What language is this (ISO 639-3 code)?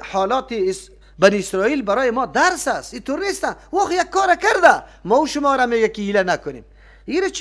fas